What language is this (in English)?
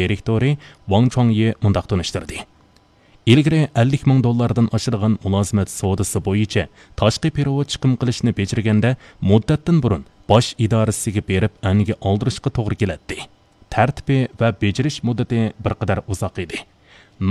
Uyghur